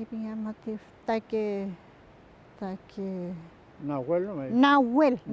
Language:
Mapuche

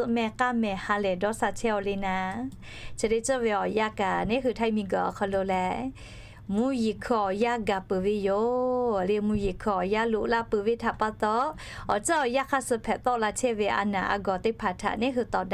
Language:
Lahu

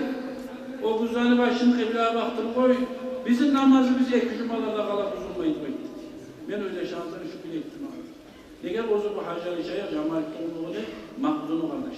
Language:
Kumyk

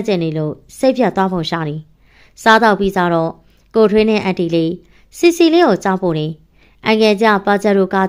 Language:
Burmese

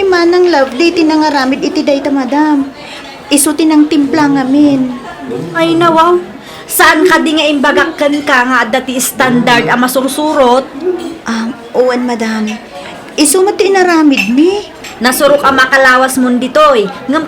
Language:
Iloko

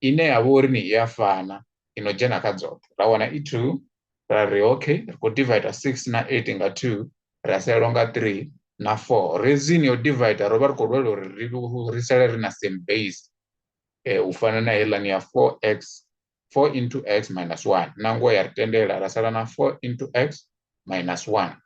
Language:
Venda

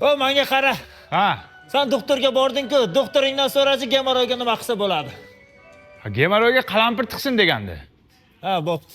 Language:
Uzbek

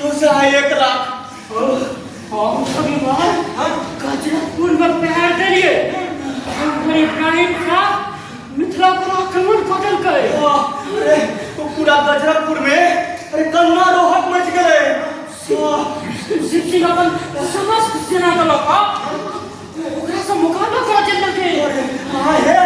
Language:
Maithili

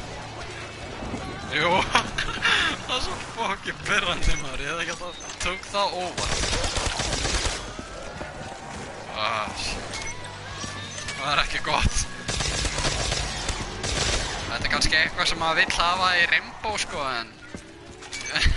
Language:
Icelandic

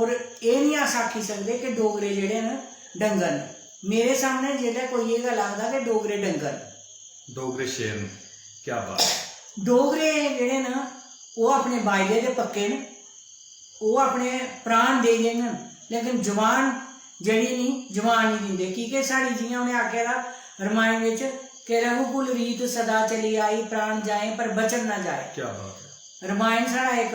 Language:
Dogri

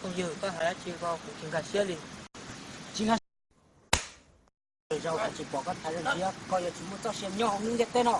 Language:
Hmong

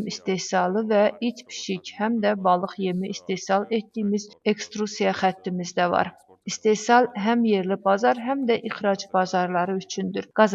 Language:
Azerbaijani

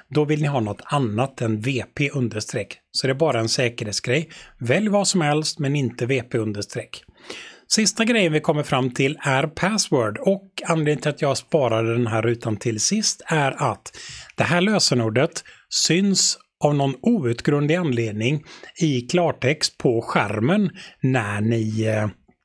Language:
Swedish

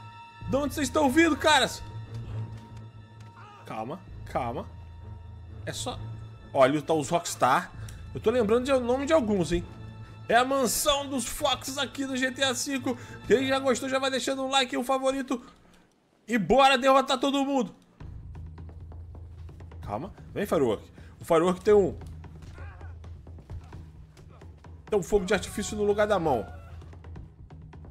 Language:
Portuguese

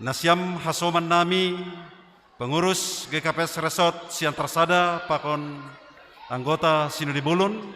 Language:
Batak Simalungun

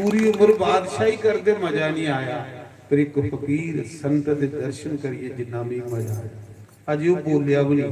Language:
Dogri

